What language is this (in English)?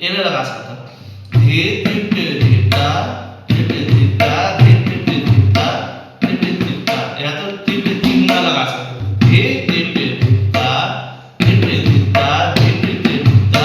Chhattisgarhi